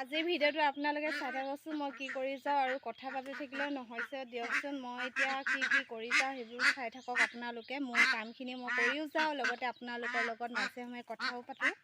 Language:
Assamese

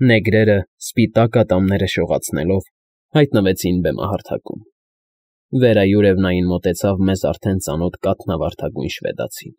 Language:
Armenian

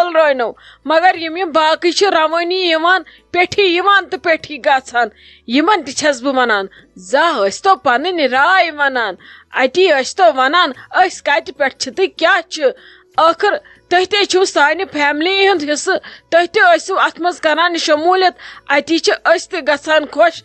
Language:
Kashmiri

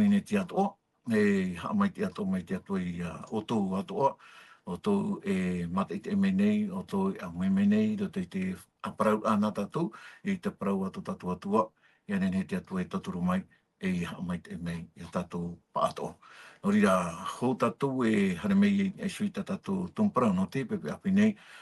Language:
Tahitian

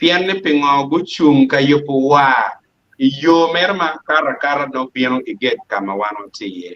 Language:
Acoli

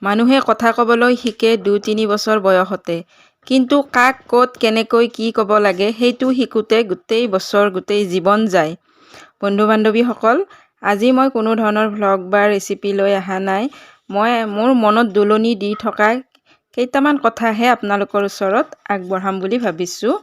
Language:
Assamese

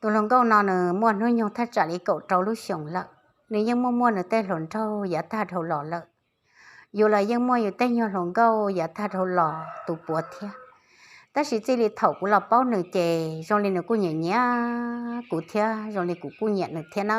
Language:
Hmong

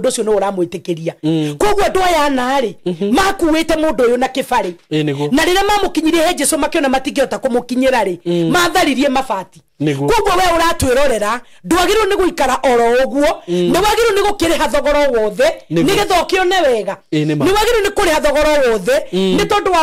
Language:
Kikuyu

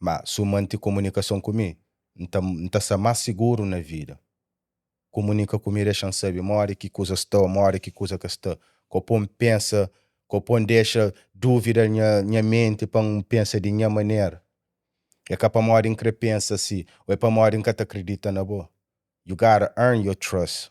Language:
Kabuverdianu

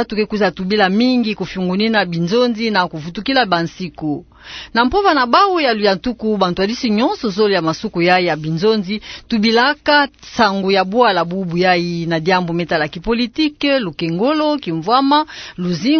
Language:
Kituba (Democratic Republic of Congo)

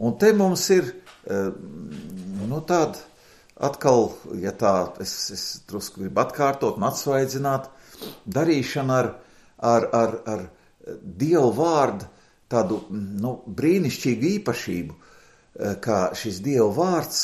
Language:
Latvian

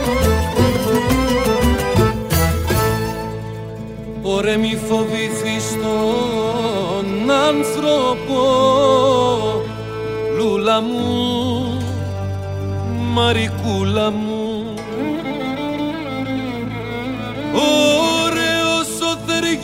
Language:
Greek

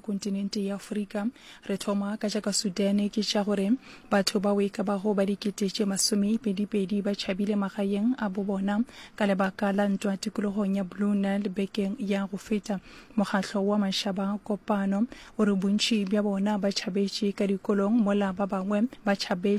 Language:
Northern Sotho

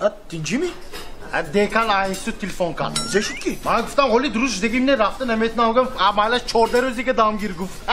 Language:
Tajik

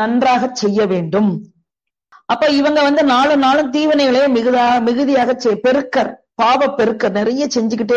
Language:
Tamil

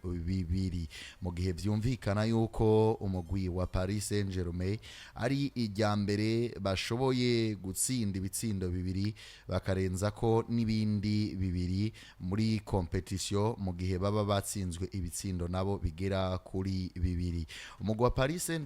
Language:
Rundi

